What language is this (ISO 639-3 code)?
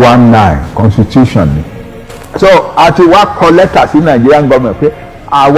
yor